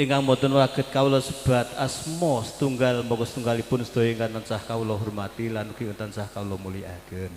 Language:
Javanese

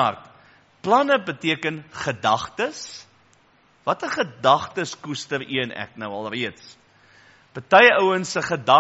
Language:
Afrikaans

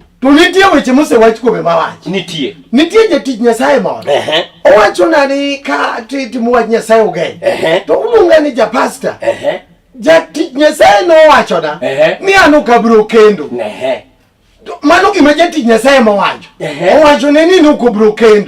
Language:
Luo (Kenya and Tanzania)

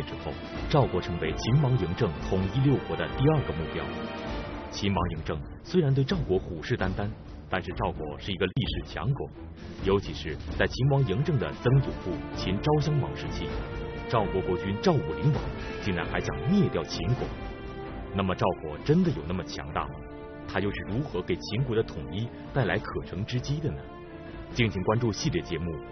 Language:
Chinese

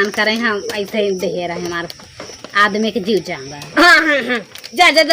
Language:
Awadhi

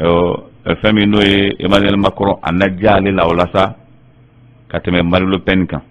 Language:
Bambara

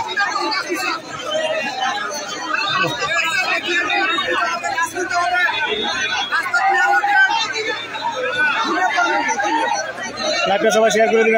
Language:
Bangla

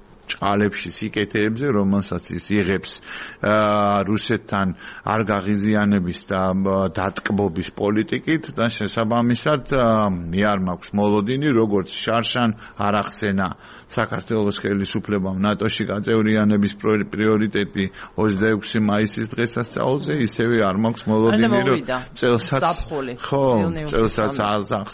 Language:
Georgian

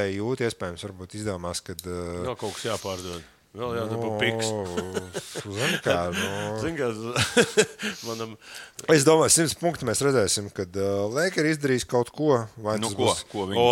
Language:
Latvian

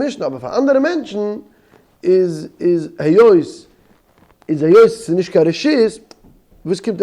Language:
Yiddish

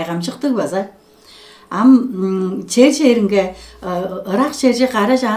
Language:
Tuvinian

